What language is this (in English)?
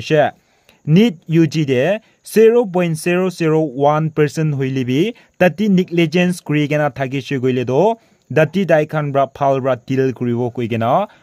Naga Pidgin